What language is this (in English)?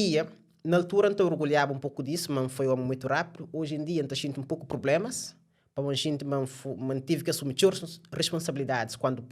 Kabuverdianu